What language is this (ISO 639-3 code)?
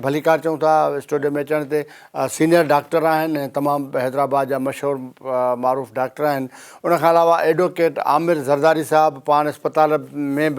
snd